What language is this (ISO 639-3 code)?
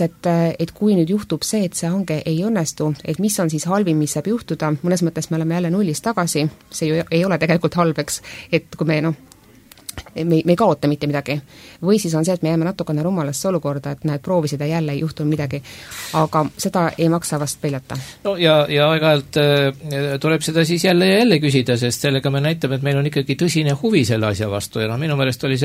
est